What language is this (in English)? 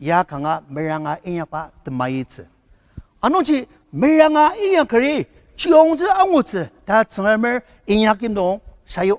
Ao Naga